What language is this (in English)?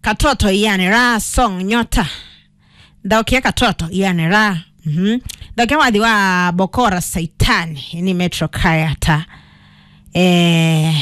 Kamba